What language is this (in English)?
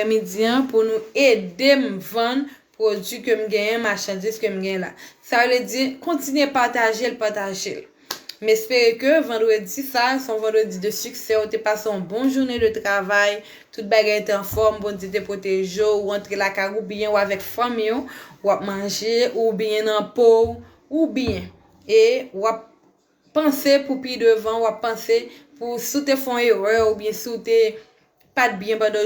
Haitian Creole